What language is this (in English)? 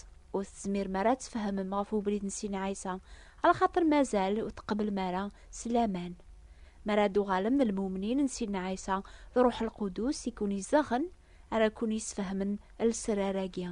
Kabyle